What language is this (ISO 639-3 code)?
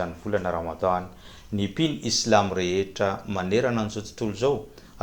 mlg